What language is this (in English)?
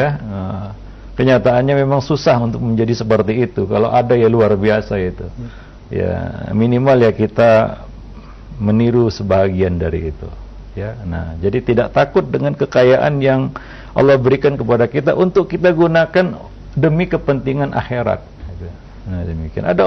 Indonesian